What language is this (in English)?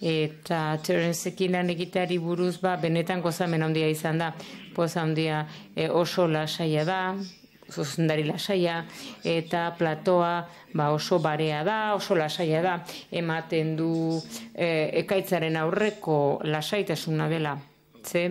Basque